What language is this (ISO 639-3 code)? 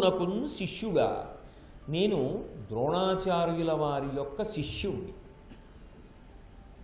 tel